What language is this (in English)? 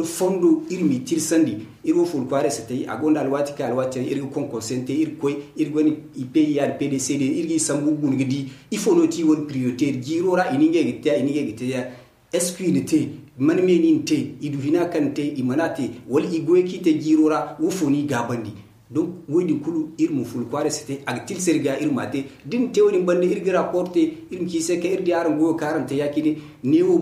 Zarma